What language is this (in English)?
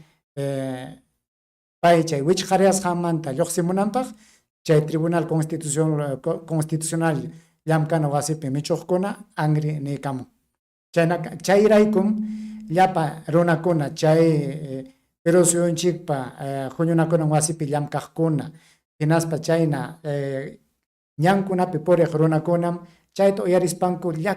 Ayacucho Quechua